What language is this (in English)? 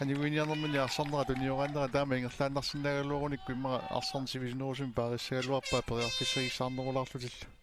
Kalaallisut